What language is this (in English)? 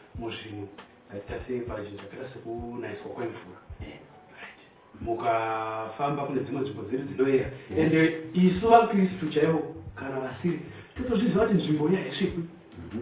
Shona